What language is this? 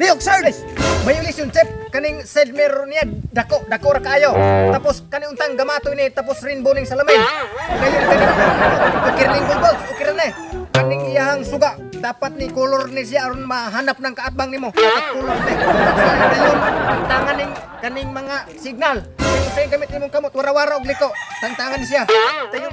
Cebuano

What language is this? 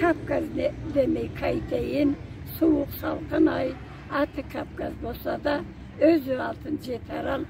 Karachay-Balkar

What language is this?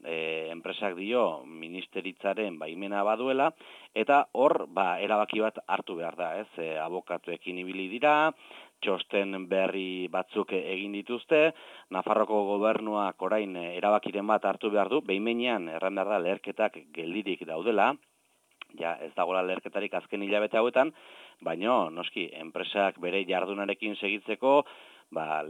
Basque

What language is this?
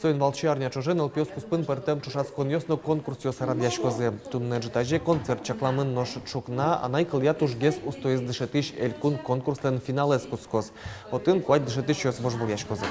Udmurt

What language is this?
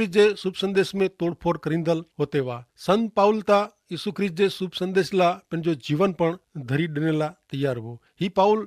Kachhi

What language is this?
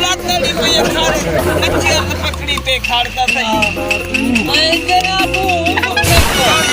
Saraiki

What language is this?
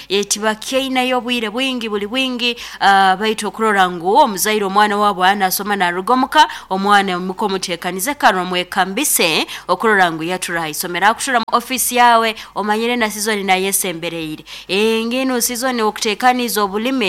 Nyoro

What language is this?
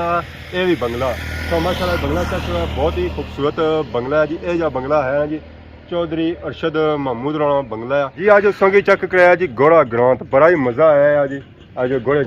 Pahari-Potwari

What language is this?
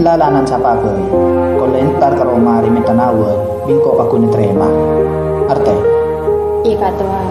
Madurese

